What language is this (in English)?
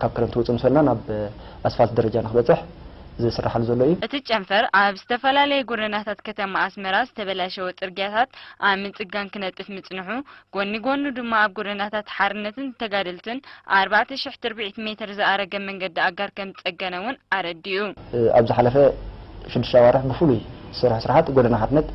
Tigrinya